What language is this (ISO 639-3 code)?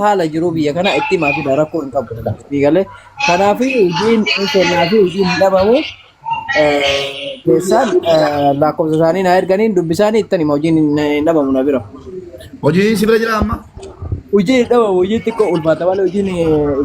orm